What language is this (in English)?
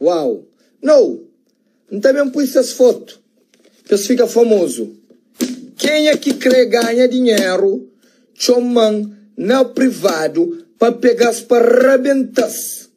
Kabuverdianu